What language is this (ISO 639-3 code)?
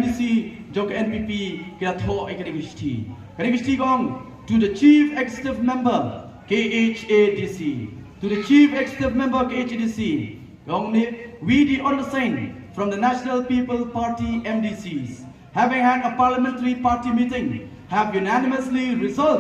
kha